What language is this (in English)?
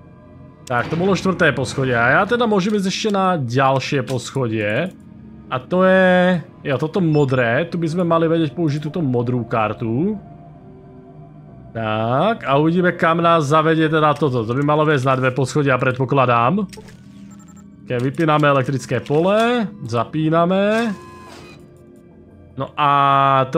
Slovak